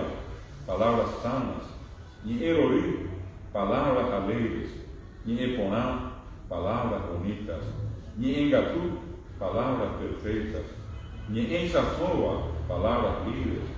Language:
Guarani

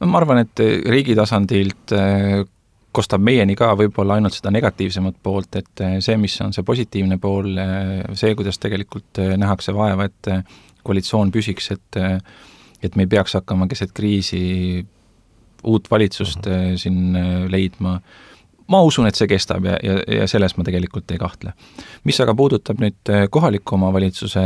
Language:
Estonian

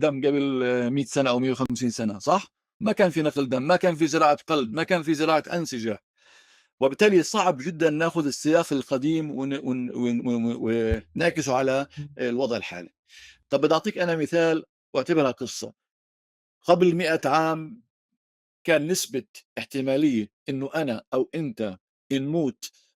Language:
North Levantine Arabic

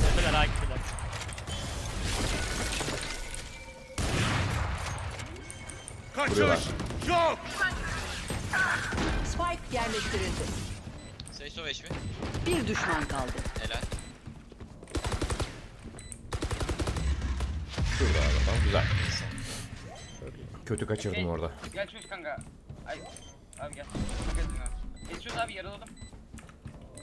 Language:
Turkish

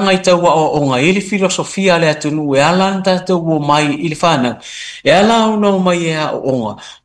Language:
Samoan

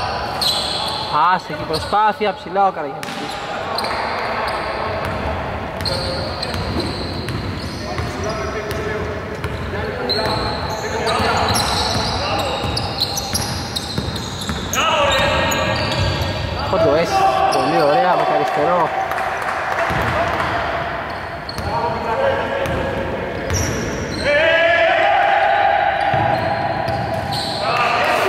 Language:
Greek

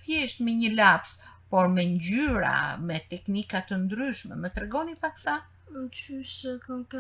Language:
Albanian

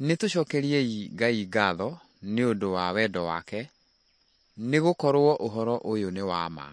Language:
Kikuyu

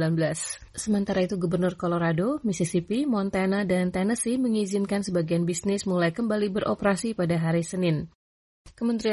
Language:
Indonesian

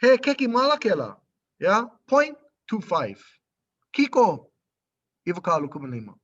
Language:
Hawaiian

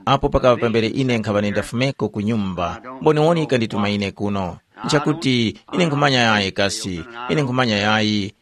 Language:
Tumbuka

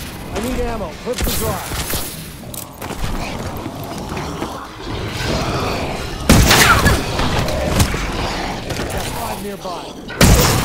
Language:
English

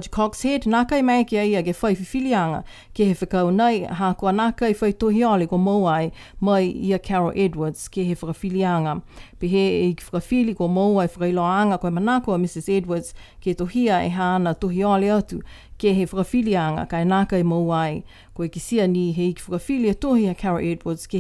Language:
Niuean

